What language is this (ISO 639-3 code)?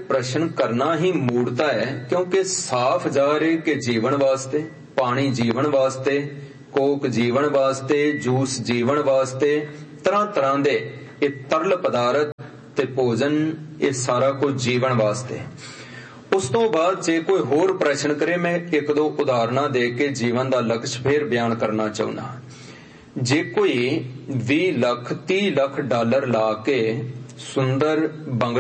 pan